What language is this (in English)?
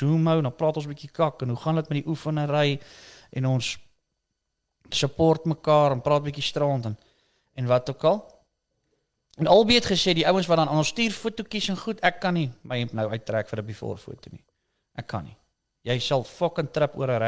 Afrikaans